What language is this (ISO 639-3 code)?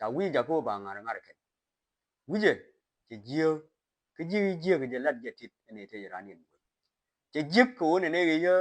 nus